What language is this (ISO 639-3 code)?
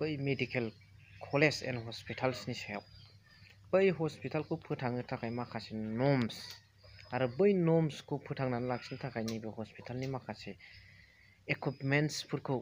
brx